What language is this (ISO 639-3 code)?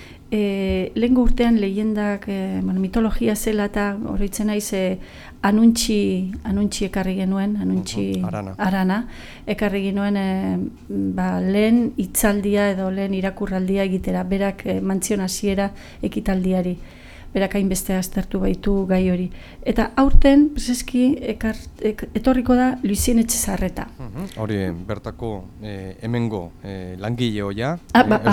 eus